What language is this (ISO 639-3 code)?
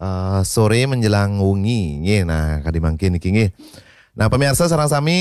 ban